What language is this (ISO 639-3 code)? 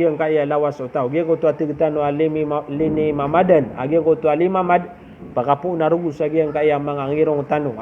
mrw